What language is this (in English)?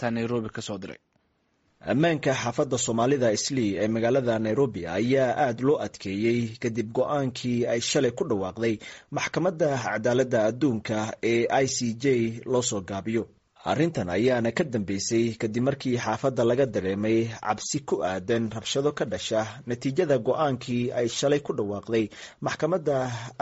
Somali